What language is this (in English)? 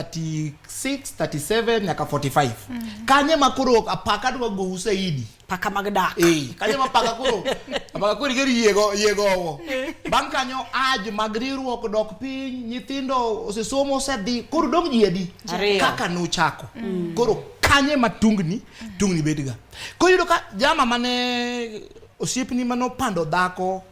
Luo (Kenya and Tanzania)